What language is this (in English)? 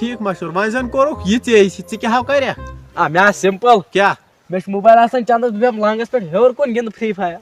Kashmiri